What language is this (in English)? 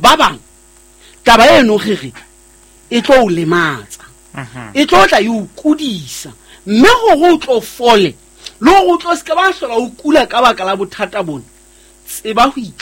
Southern Sotho